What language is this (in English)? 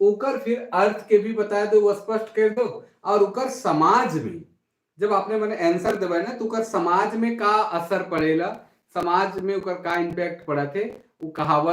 Sadri